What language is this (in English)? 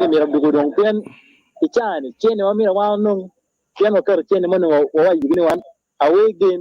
Acoli